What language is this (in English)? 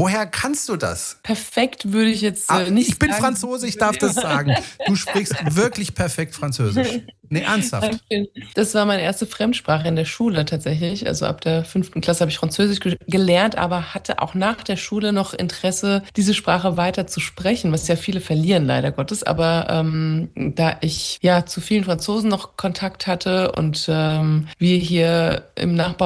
German